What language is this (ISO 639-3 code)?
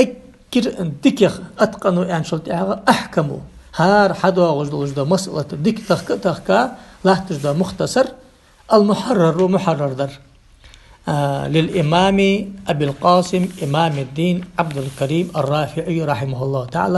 inh